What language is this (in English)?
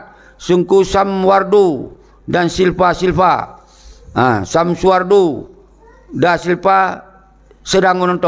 Achinese